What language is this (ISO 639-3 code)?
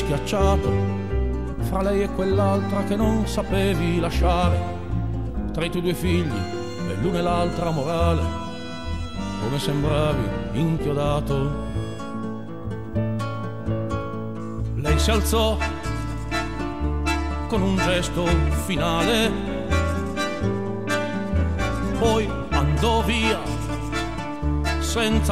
ita